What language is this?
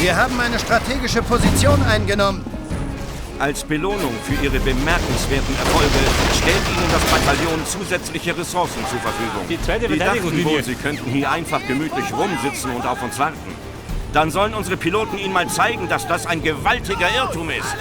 Bavarian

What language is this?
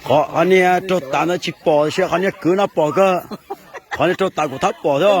Hmong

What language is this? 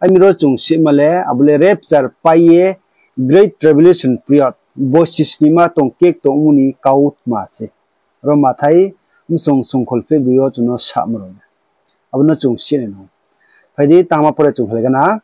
Riang (India)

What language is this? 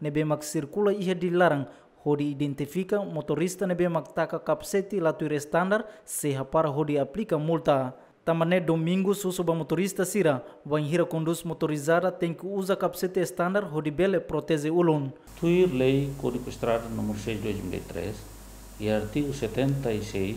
Tetum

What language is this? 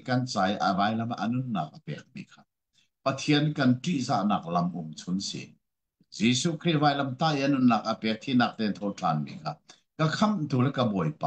Hakha Chin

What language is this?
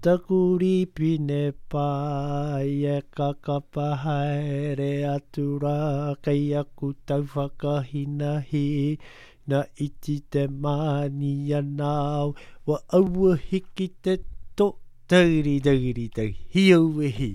Māori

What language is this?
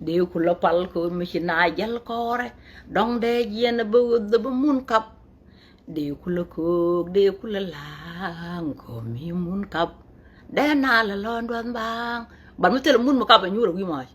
Nuer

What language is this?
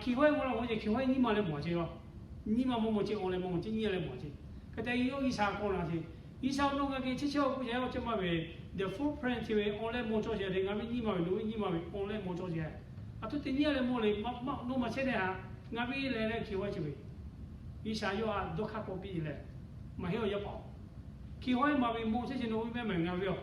Lahu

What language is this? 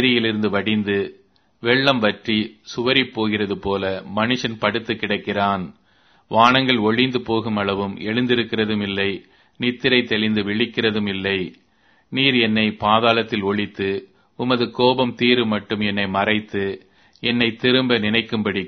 Tamil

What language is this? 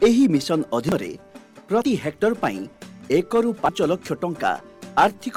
Odia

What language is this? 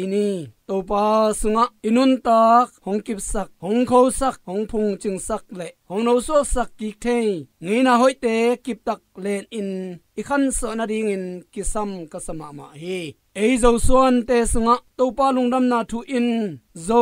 Tedim Chin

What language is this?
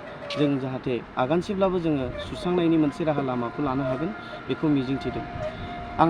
Bodo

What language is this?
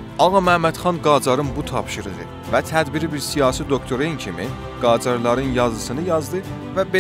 South Azerbaijani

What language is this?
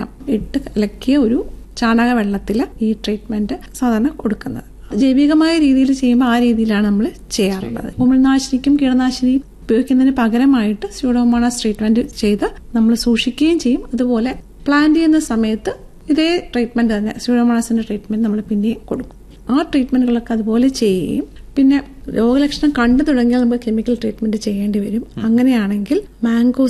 Malayalam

